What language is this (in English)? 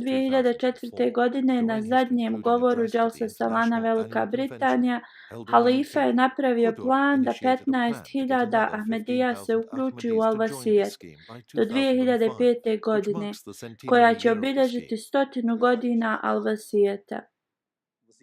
Bosnian